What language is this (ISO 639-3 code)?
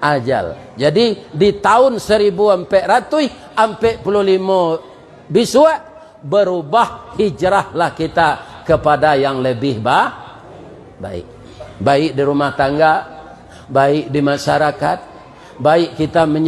min